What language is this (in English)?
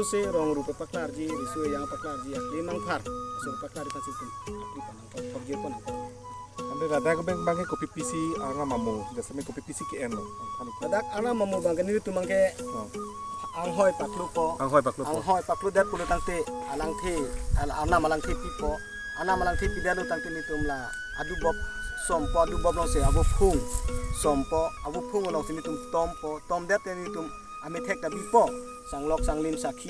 Karbi